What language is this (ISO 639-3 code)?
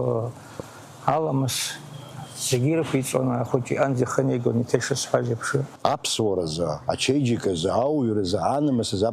abk